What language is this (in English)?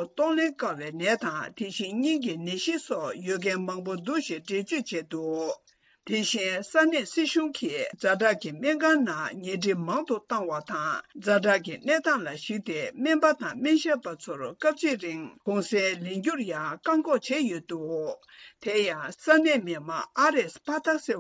Tibetan